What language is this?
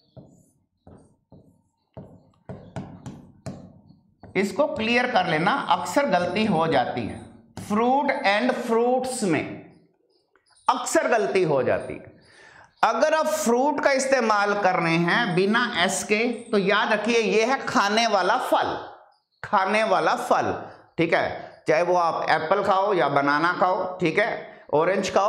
Hindi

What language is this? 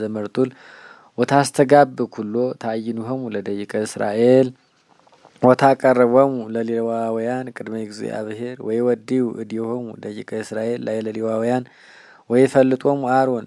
Geez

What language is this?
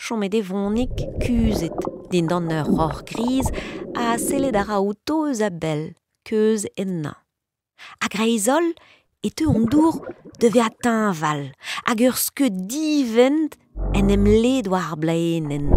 Breton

